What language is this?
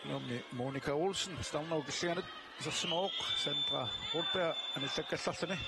Kalaallisut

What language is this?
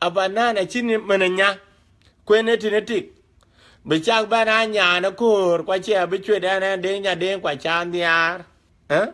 Dinka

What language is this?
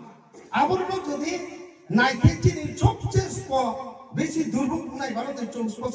Kok Borok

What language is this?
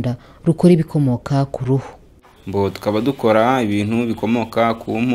Kinyarwanda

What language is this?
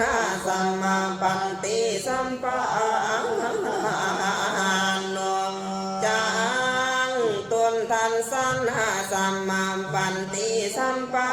Pali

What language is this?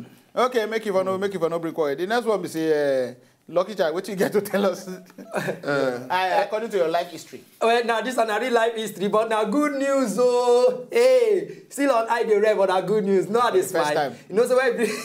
Nigerian Pidgin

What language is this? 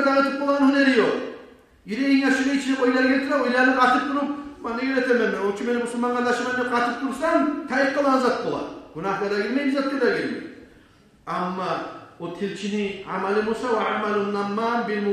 Kumyk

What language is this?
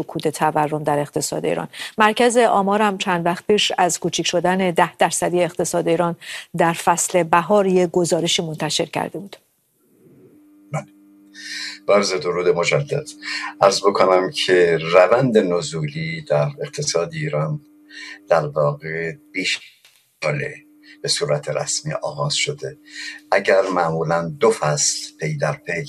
Persian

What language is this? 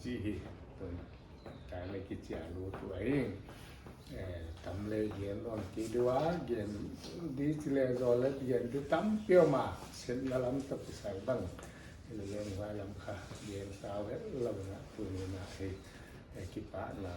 Paite Chin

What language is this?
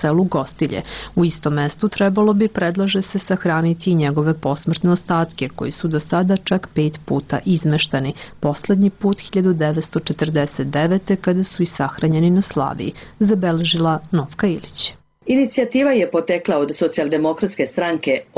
Serbian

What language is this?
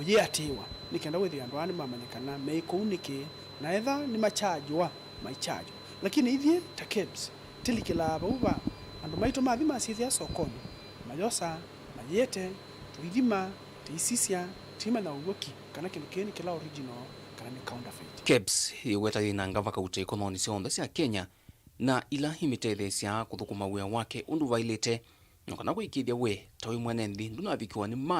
Kamba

